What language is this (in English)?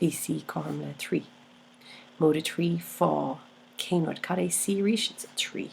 Irish